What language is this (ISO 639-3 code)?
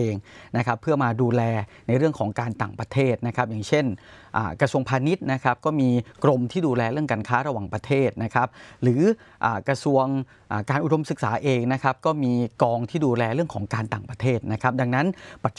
tha